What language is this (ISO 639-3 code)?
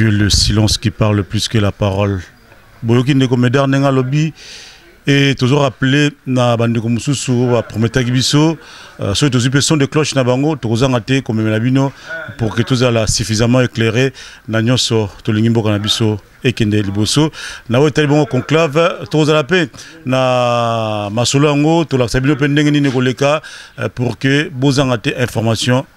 lin